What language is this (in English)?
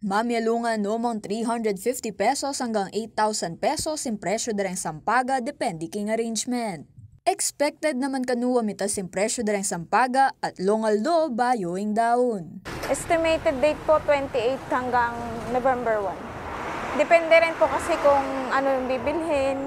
Pampanga